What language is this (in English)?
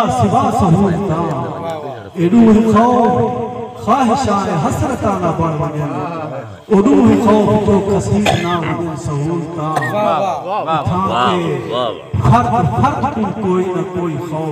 Saraiki